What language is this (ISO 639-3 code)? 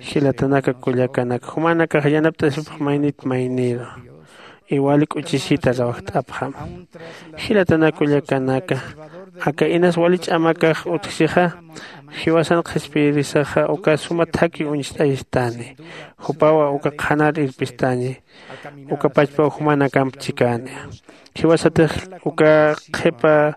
aym